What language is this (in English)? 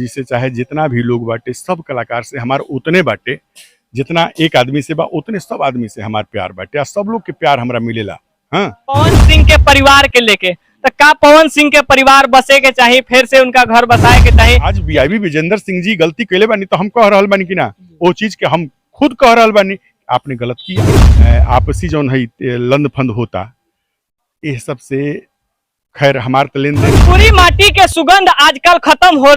Bhojpuri